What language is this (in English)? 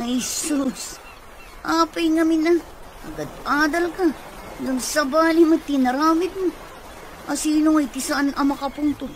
Iloko